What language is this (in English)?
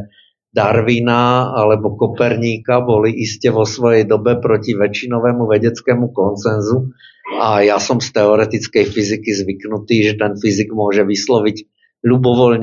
Slovak